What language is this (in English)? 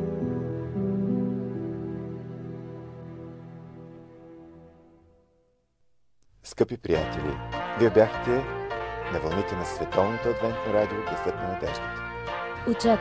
Bulgarian